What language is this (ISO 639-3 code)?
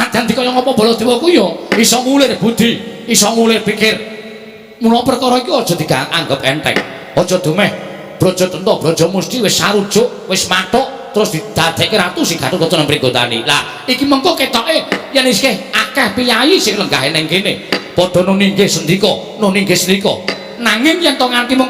jav